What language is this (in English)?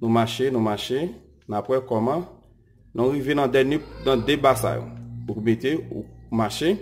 Haitian Creole